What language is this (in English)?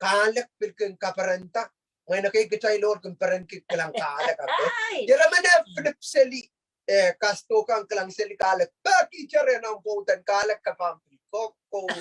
Pohnpeian